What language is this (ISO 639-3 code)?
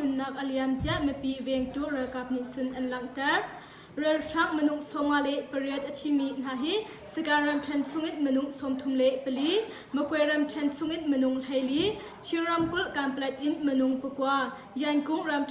cnh